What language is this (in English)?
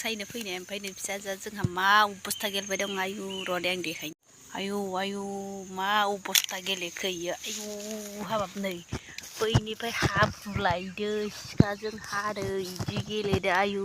Bodo